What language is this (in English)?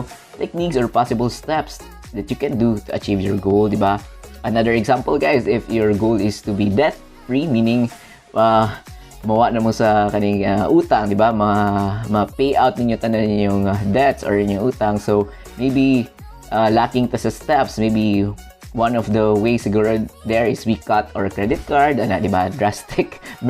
Cebuano